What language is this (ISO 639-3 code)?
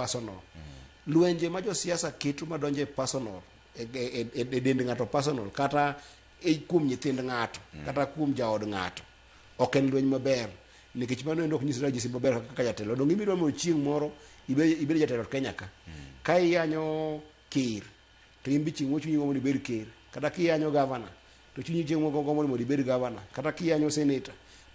luo